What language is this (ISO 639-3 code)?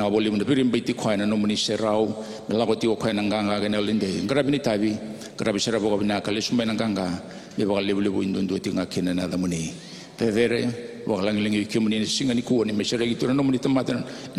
fij